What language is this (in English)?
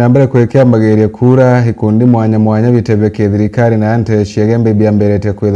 Meru